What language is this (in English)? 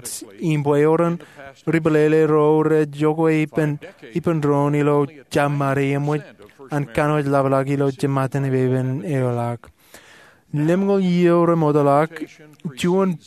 Marshallese